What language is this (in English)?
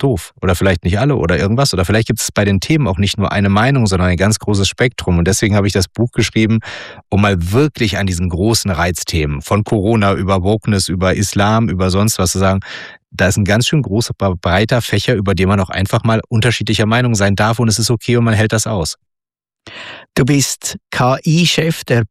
German